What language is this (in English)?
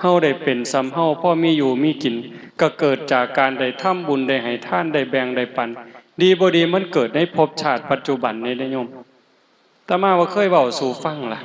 Northeastern Thai